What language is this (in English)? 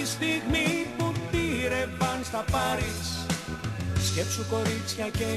Greek